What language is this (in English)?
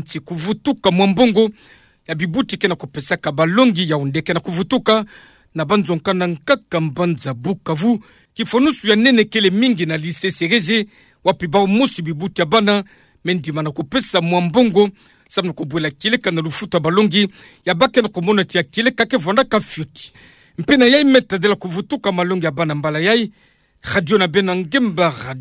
Kituba (Democratic Republic of Congo)